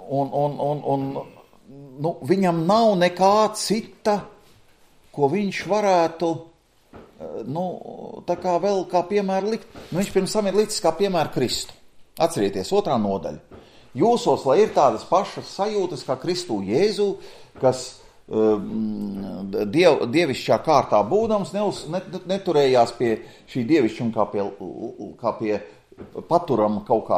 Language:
Latvian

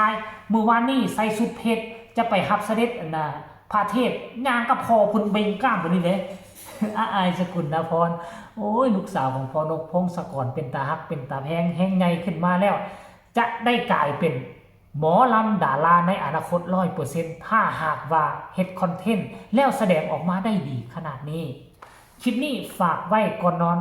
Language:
Northeastern Thai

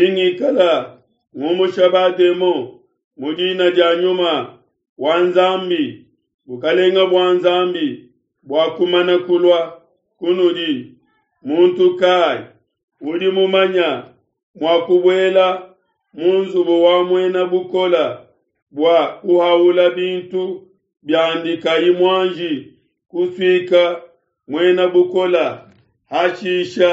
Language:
Luba-Lulua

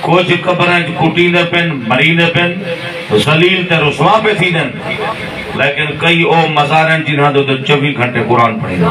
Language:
Saraiki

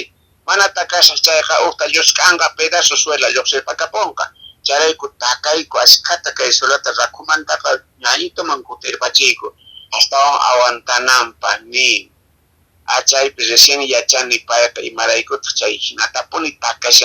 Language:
Quechua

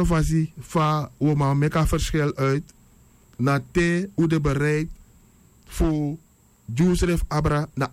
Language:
Sranan Tongo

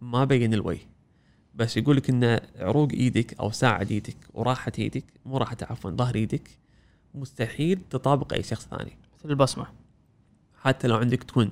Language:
Gulf Arabic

